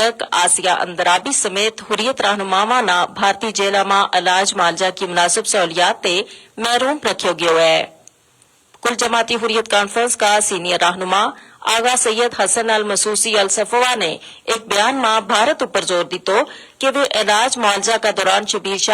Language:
Gujari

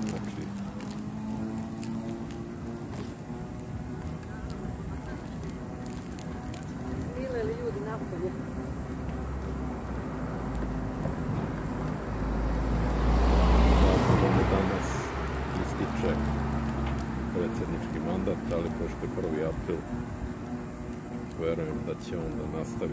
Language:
Serbian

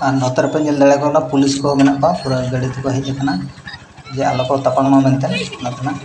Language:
Santali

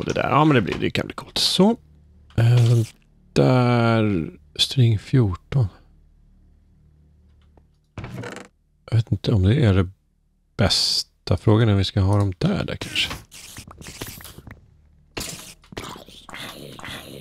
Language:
Swedish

